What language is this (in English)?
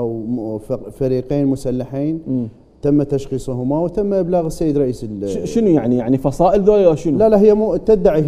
Mesopotamian Arabic